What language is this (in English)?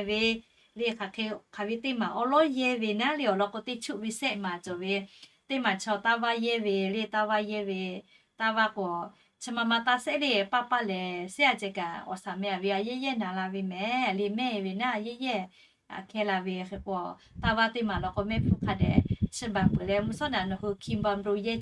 Lahu